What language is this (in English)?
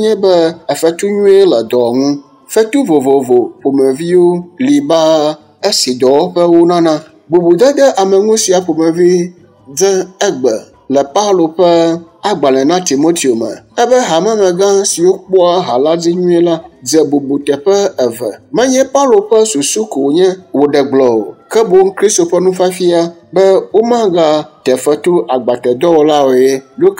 Ewe